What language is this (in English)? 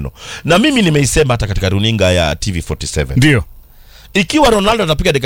Swahili